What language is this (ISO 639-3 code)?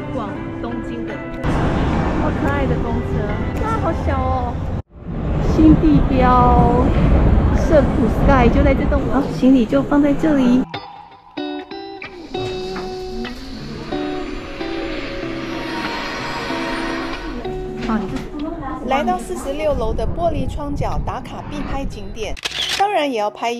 zho